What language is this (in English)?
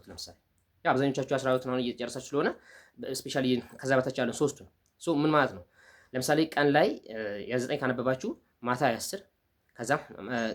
Amharic